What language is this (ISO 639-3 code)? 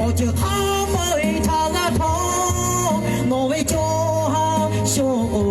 lhu